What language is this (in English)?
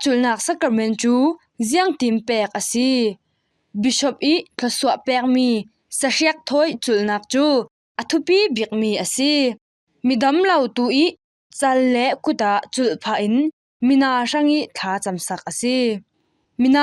Falam Chin